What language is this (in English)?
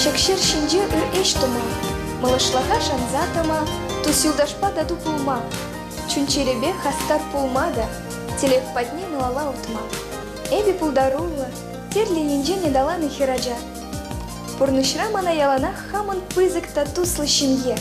Chuvash